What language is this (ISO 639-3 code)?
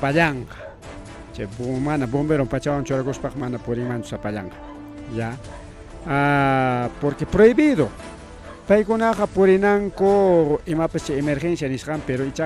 quy